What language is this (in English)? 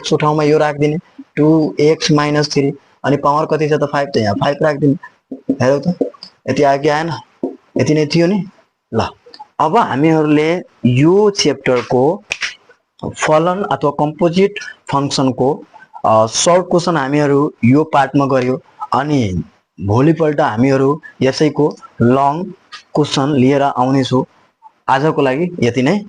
Nepali